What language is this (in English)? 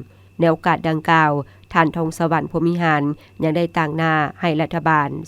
Lao